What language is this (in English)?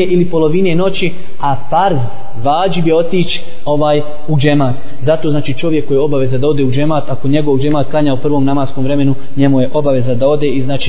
Bosnian